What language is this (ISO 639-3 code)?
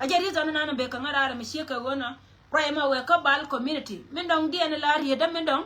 nus